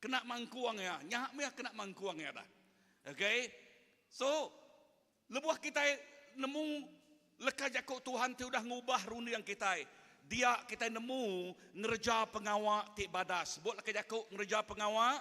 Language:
Iban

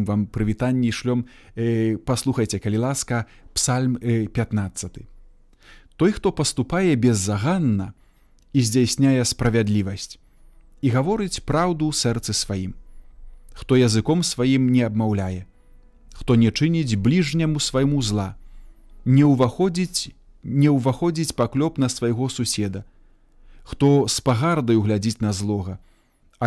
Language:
Belarusian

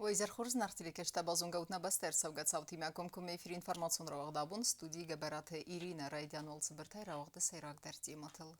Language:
Ossetic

